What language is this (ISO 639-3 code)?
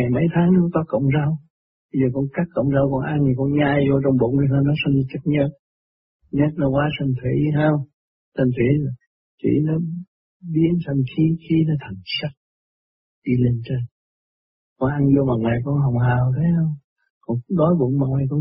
vie